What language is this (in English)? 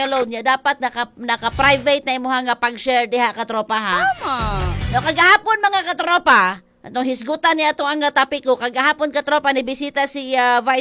Cebuano